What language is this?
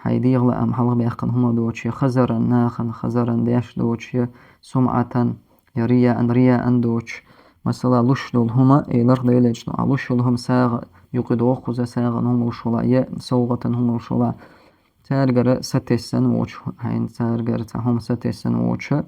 Chechen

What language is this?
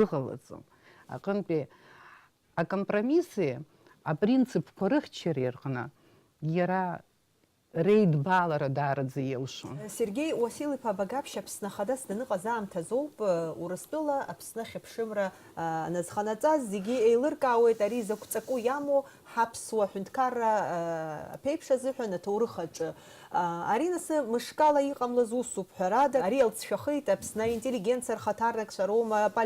Abkhazian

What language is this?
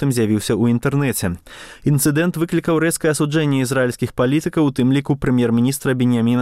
Belarusian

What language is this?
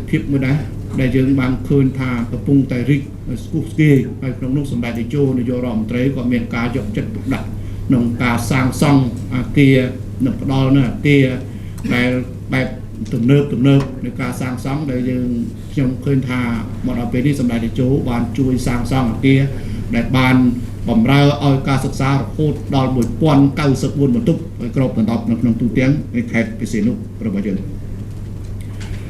Khmer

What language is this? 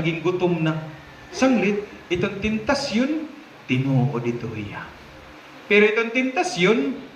Waray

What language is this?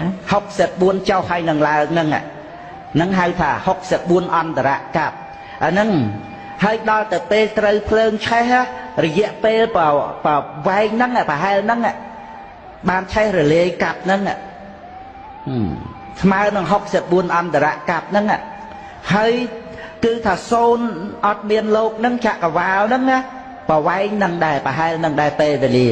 Khmer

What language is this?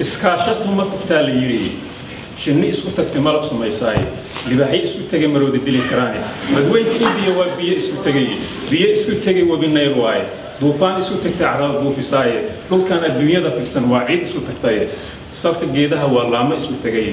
Somali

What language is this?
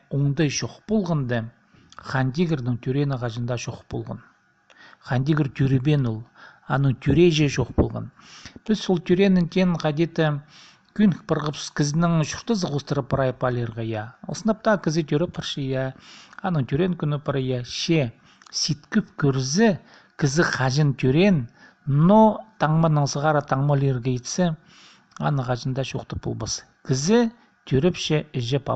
Khakas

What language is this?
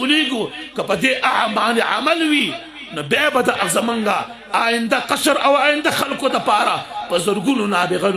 Pashto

